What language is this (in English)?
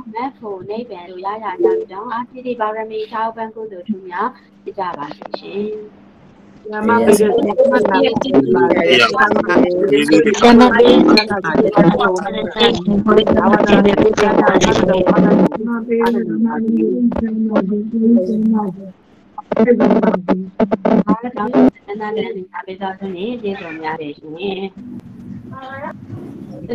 Burmese